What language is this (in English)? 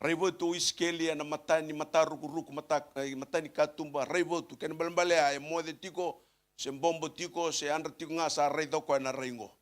Fijian